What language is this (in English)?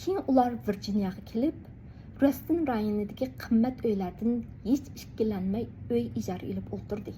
Uyghur